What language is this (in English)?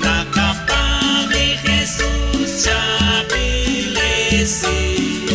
Kekchí